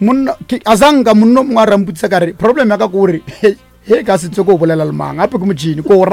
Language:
Northern Sotho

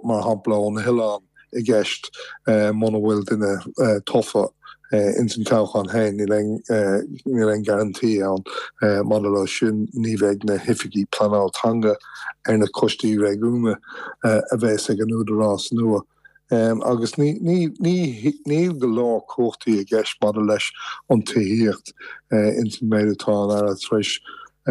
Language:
Irish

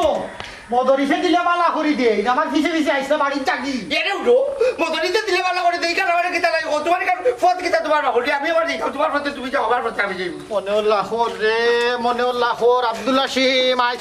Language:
Sylheti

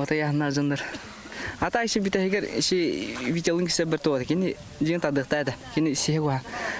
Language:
Yakut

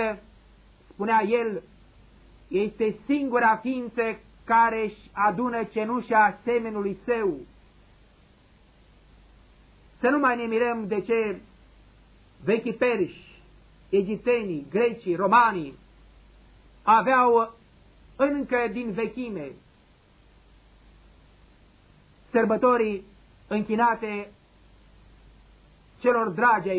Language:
Romanian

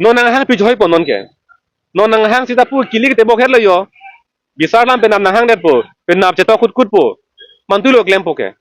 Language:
Karbi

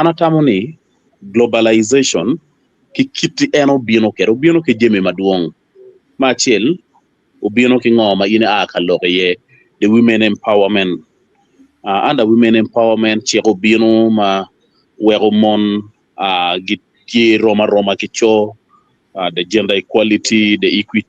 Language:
Acoli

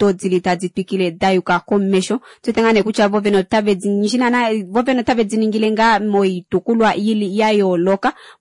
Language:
Kuanyama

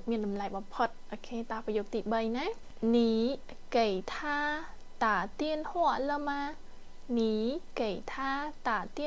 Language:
Khmer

